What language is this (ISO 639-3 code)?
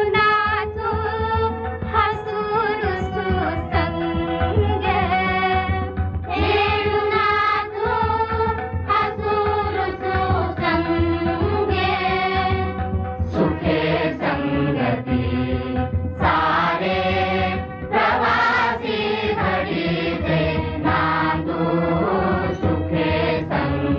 mar